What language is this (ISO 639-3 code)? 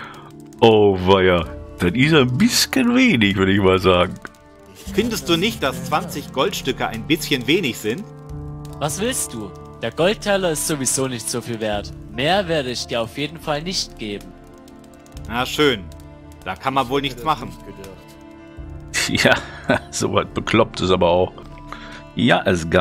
deu